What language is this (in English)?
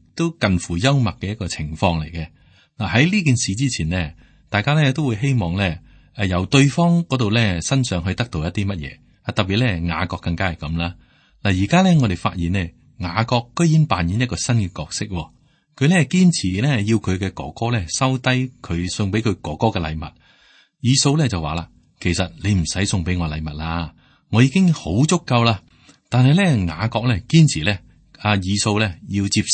Cantonese